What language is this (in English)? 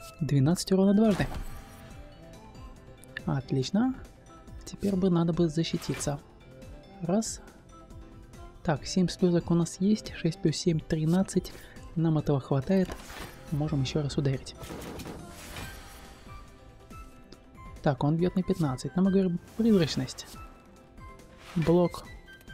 Russian